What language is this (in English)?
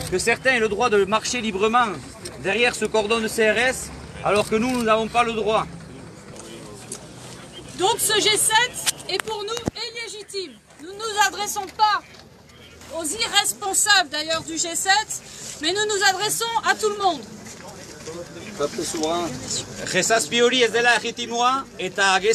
French